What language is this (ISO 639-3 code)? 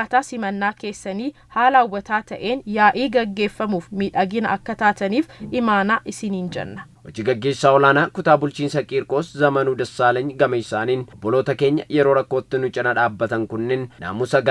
orm